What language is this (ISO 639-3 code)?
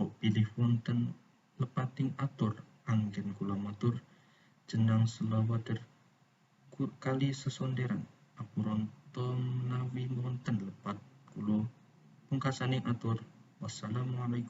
jav